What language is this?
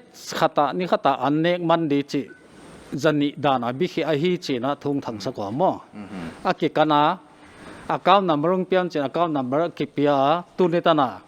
Paite Chin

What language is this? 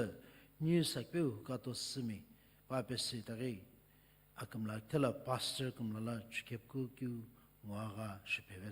Sumi Naga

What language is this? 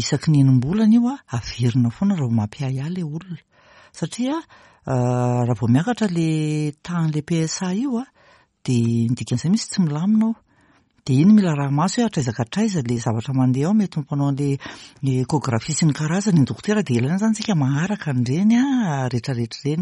Malagasy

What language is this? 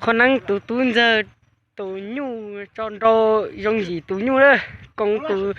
Hmong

